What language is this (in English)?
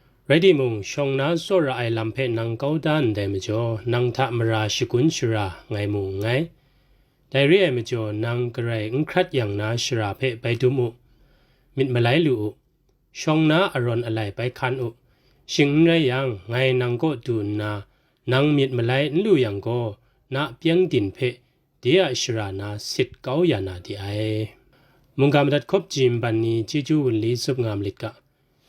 Kachin